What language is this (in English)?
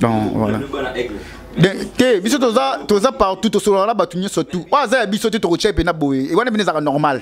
Lingala